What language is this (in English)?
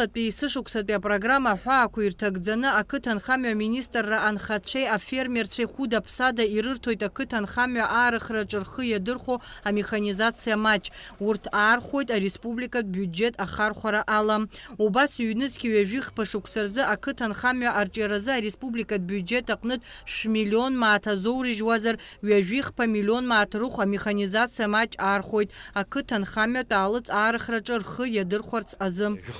Abkhazian